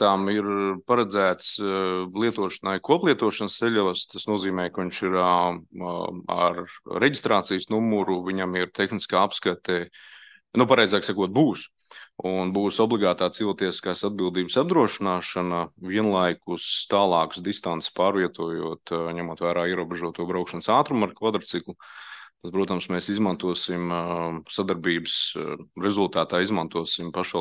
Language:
Latvian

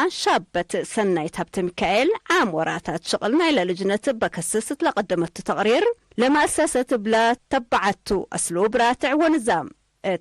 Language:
Tigre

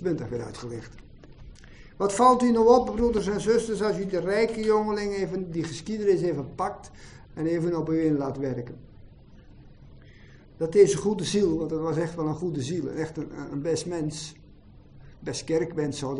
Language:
Dutch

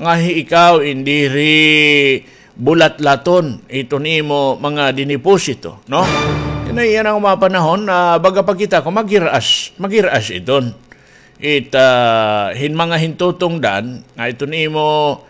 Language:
Waray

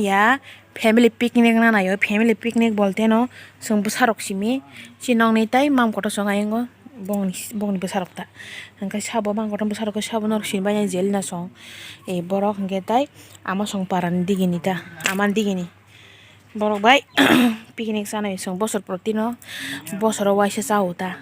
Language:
Kok Borok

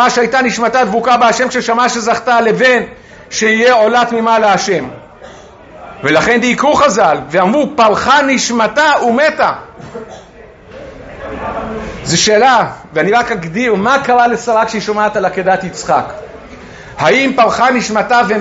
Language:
Hebrew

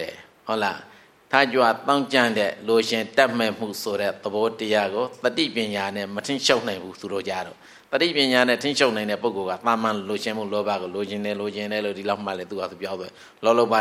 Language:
Burmese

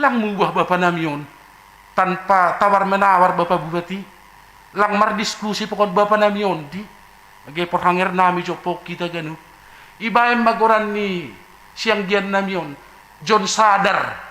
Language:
Batak Simalungun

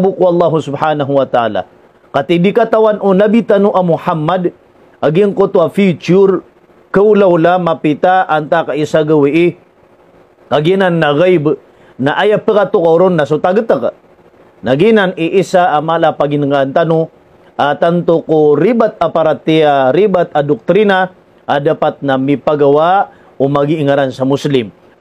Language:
Maranao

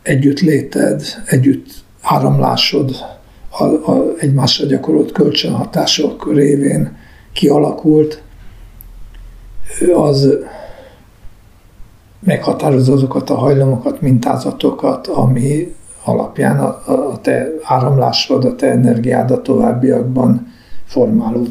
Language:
Hungarian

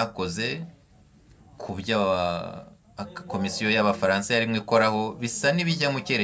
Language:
Kinyarwanda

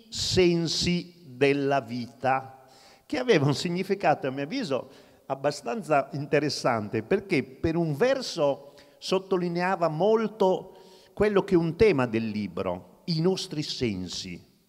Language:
Italian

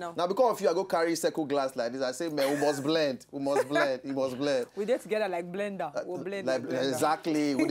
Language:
Nigerian Pidgin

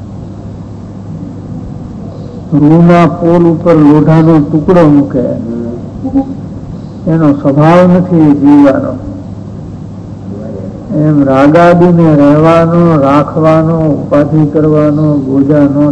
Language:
Gujarati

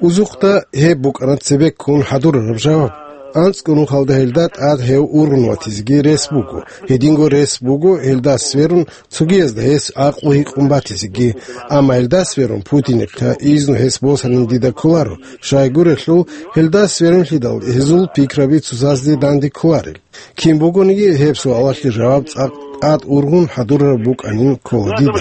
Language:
Avaric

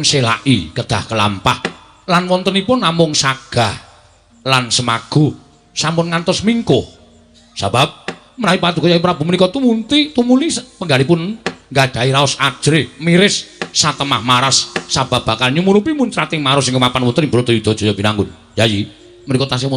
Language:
Javanese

